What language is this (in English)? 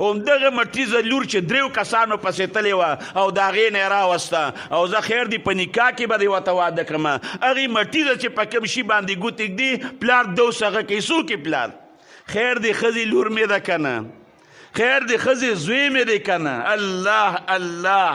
Pashto